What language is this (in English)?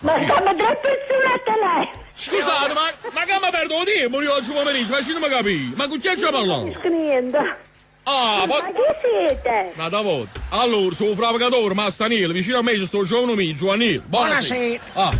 Neapolitan